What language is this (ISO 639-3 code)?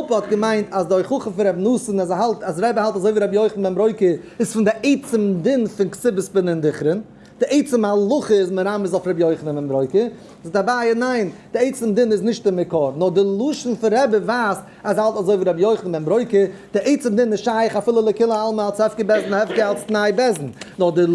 yid